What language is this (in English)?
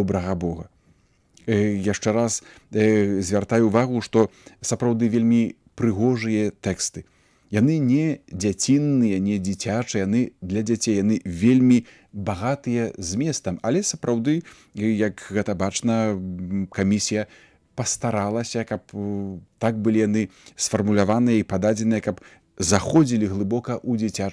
Belarusian